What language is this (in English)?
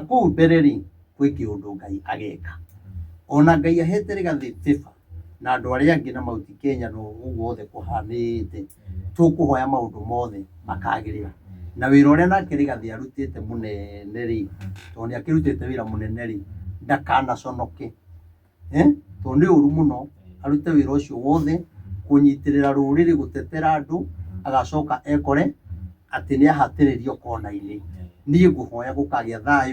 Kikuyu